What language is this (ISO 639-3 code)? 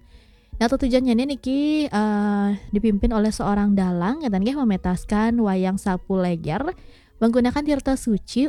ban